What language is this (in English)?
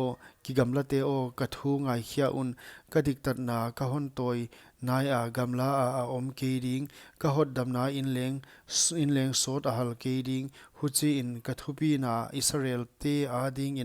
Paite Chin